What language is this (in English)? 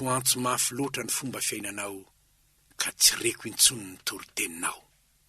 Malagasy